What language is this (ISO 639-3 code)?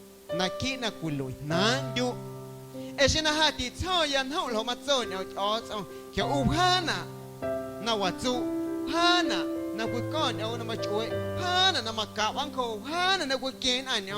amu